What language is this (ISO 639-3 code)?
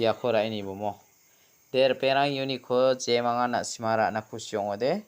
grt